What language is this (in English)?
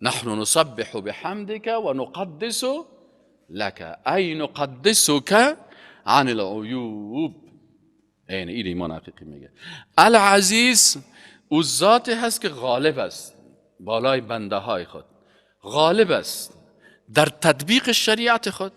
Persian